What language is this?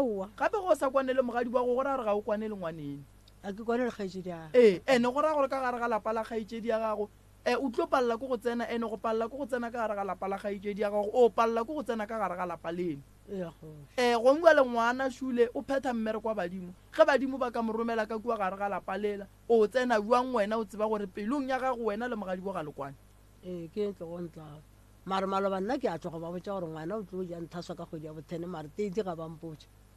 Northern Sotho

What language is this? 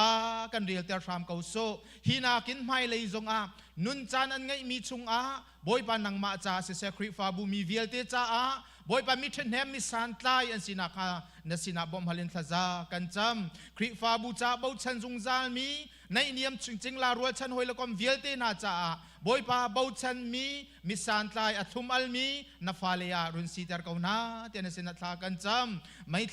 Hakha Chin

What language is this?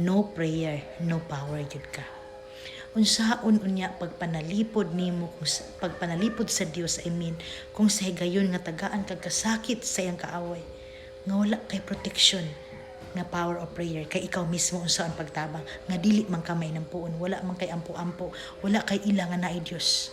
Cebuano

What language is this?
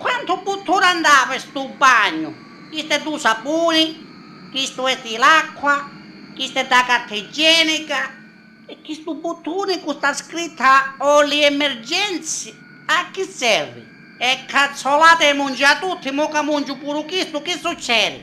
Sicilian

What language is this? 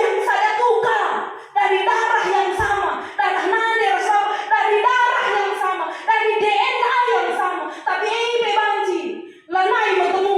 Batak Karo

